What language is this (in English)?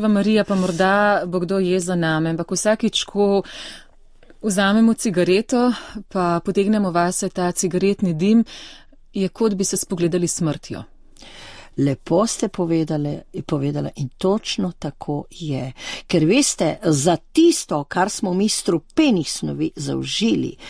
Slovenian